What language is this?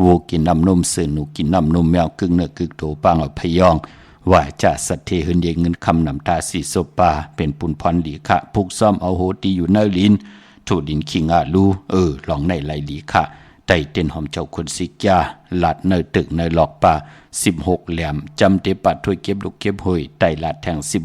Shan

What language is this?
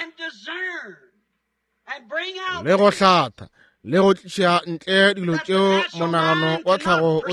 Northern Sotho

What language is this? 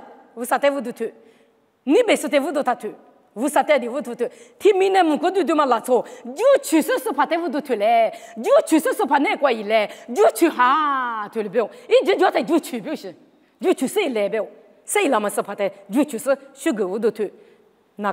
Lisu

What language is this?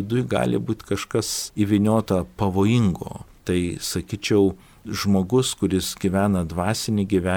Lithuanian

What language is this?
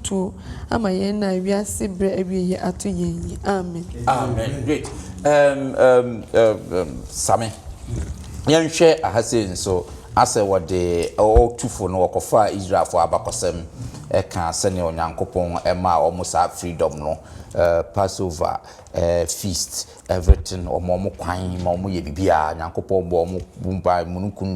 Akan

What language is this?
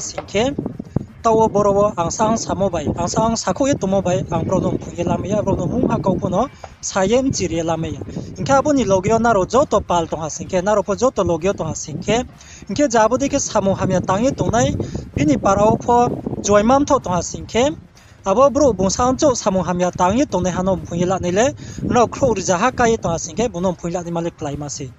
Riang (India)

